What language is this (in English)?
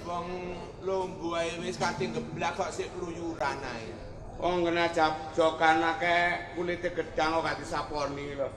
Javanese